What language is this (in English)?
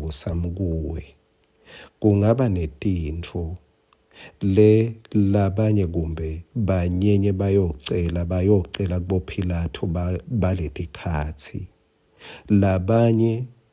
Swati